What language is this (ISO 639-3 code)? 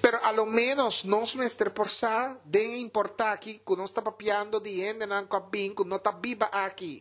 pap